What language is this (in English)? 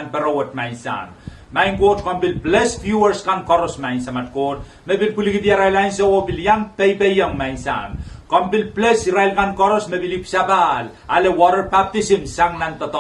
Pohnpeian